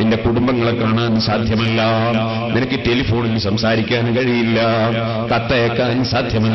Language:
Malayalam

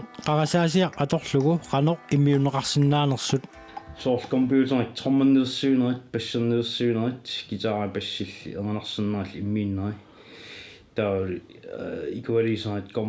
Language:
Kalaallisut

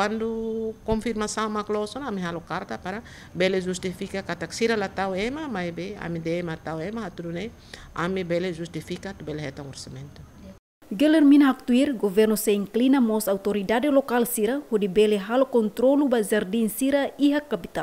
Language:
Tetum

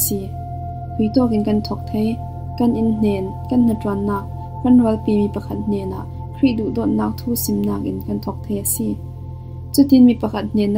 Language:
Falam Chin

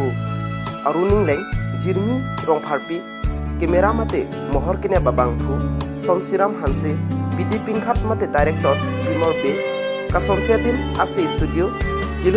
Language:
Karbi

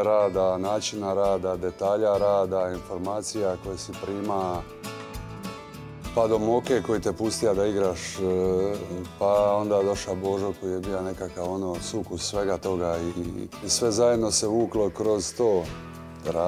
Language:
Croatian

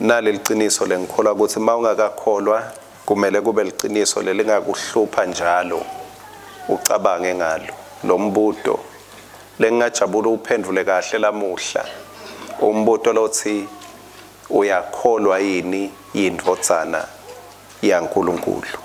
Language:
Swati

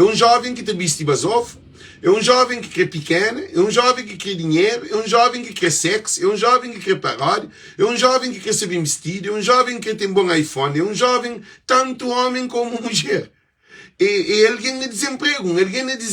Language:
Kabuverdianu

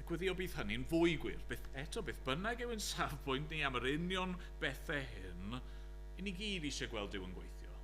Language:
Welsh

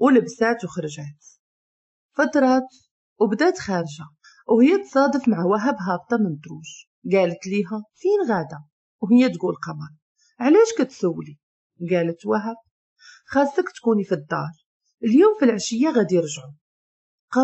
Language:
Moroccan Arabic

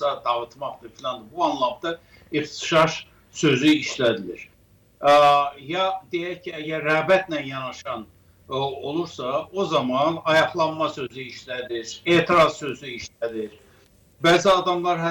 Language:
Azerbaijani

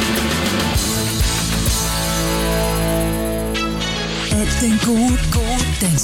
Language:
Danish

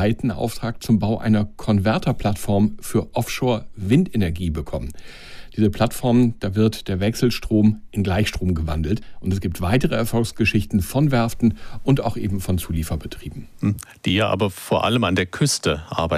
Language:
German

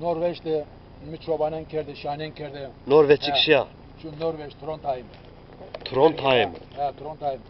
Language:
Zaza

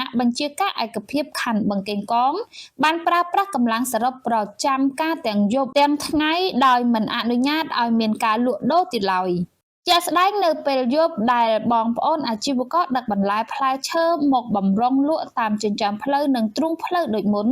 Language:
Khmer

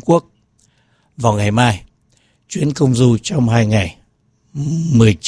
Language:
Vietnamese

